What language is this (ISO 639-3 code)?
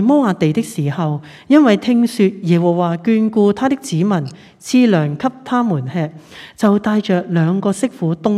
yue